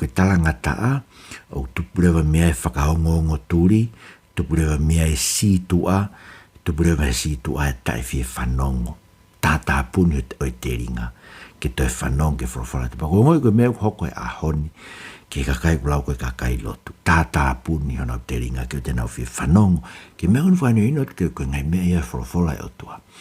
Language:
Tongan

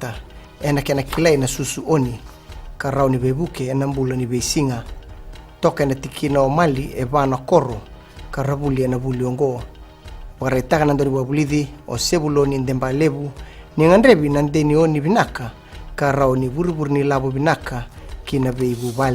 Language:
Fijian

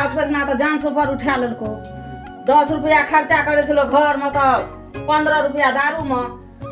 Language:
Maithili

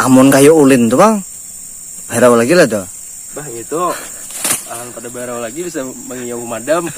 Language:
Banjar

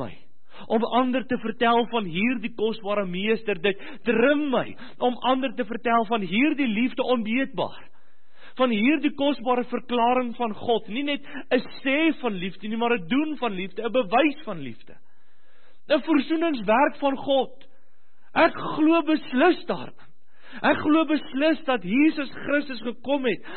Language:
Afrikaans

